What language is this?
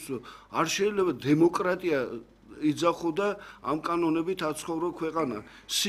Georgian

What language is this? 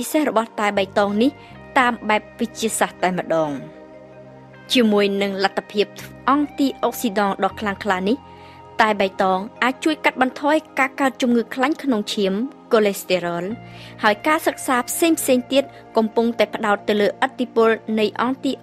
Khmer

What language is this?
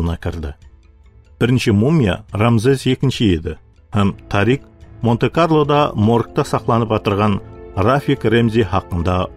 Kara-Kalpak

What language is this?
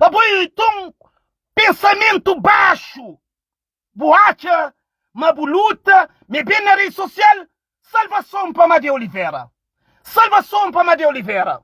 Kabuverdianu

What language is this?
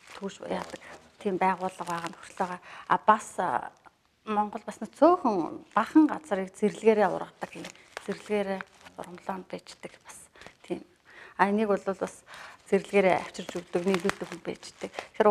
Mongolian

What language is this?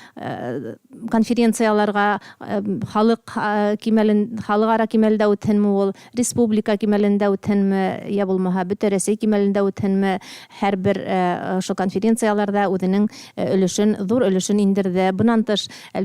Bashkir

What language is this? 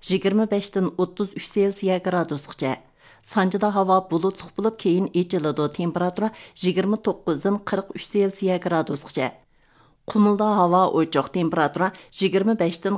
Uyghur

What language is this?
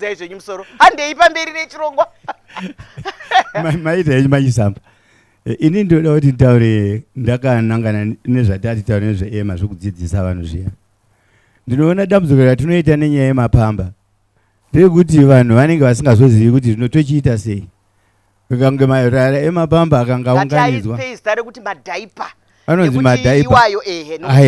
Shona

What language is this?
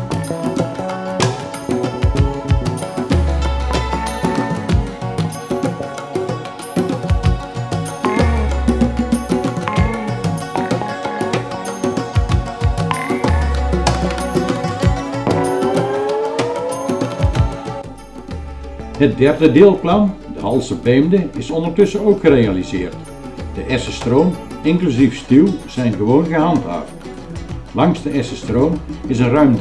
Dutch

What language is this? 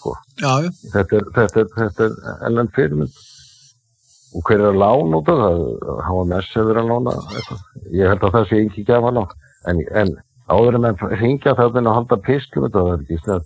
Icelandic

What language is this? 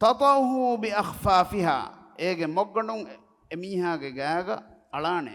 Divehi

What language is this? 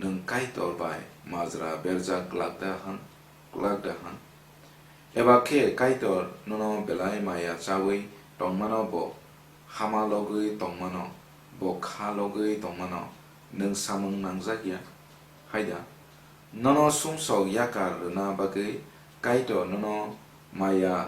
Kok Borok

